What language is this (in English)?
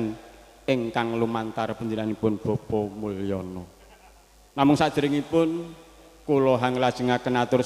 Javanese